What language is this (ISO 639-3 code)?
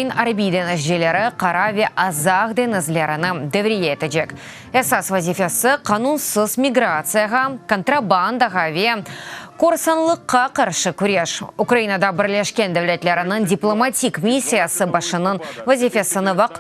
crh